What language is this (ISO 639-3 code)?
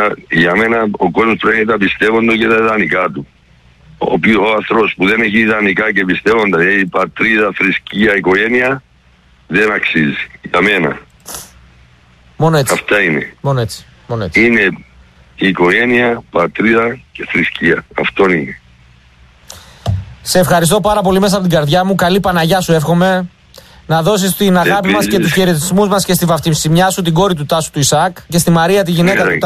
ell